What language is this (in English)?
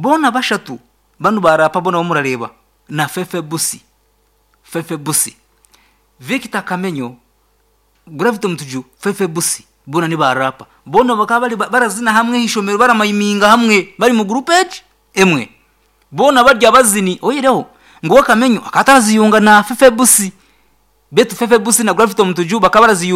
Nyankole